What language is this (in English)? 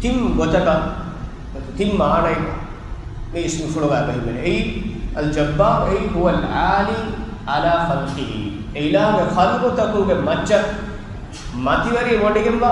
Divehi